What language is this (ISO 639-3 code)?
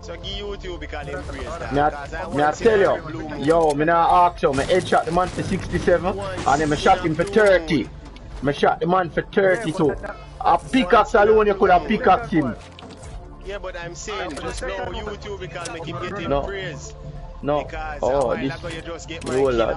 jam